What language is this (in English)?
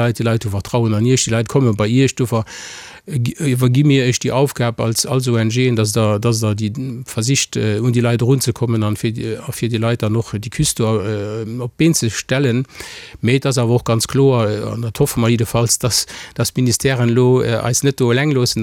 Luxembourgish